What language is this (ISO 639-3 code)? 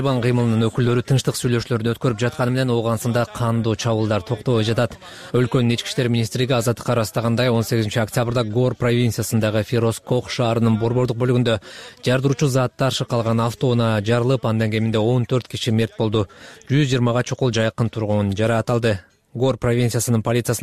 kir